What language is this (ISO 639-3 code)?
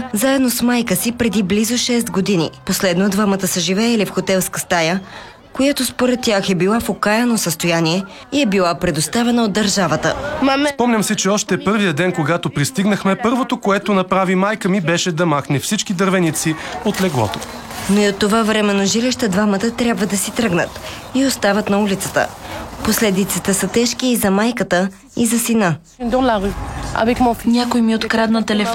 bul